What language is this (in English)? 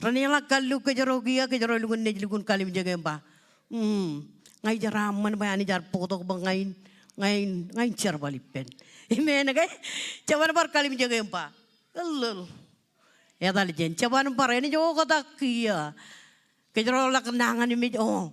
Marshallese